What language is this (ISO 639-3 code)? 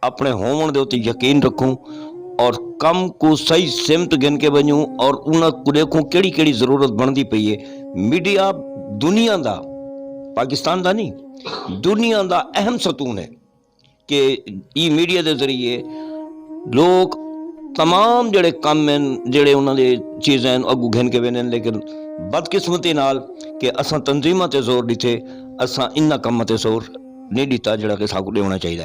skr